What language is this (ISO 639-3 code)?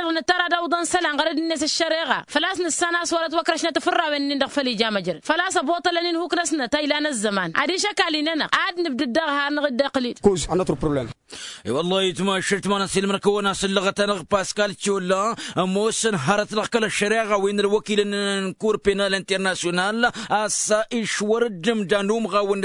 taq